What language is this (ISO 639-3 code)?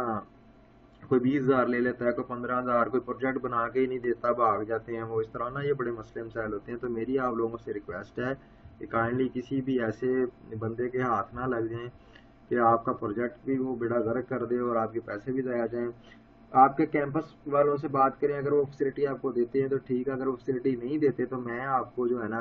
urd